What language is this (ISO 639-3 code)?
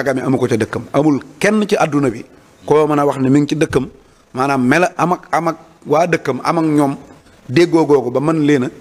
wol